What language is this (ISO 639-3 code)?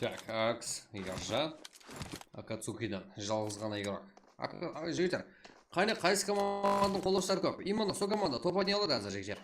kaa